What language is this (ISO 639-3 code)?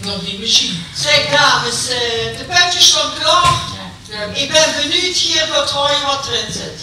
lim